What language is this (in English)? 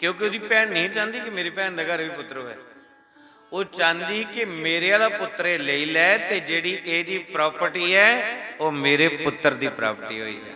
Dogri